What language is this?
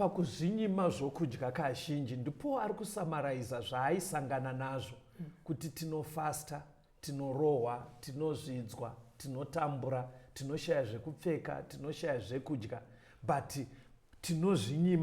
Shona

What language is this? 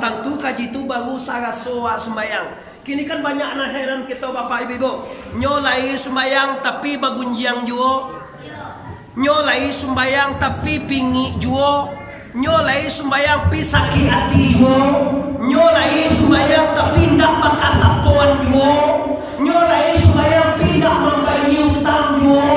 Minangkabau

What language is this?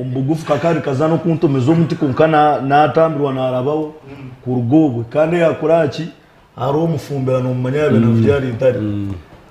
Nyankole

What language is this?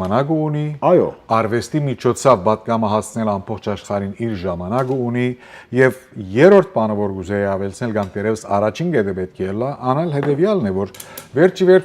Western Armenian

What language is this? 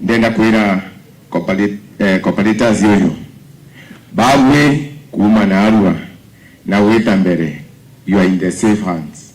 Meru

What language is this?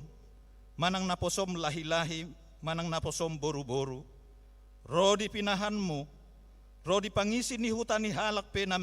Batak Toba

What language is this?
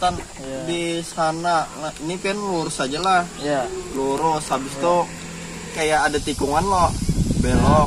Banjar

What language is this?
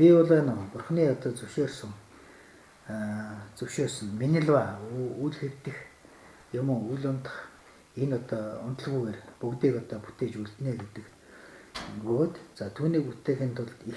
Mongolian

